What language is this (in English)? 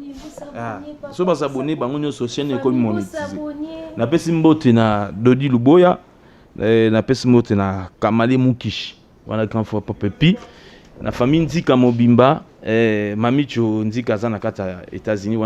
Lingala